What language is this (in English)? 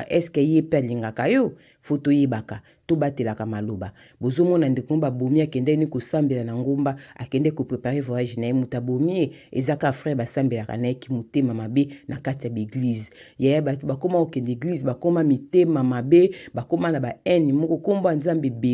Lingala